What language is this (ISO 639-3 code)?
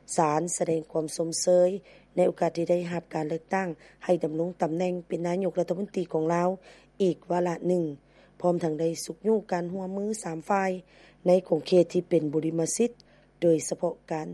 lao